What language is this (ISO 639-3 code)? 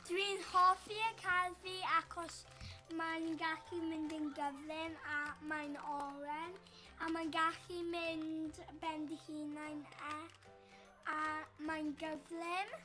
cym